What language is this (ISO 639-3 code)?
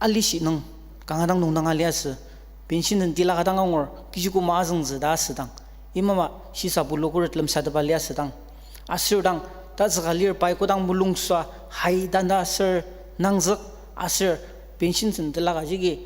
njo